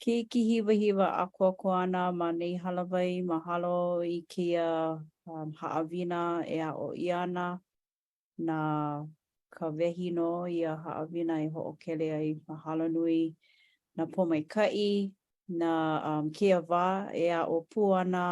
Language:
Hawaiian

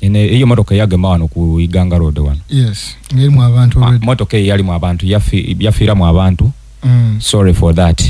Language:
Ganda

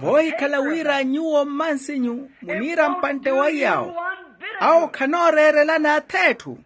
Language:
Makhuwa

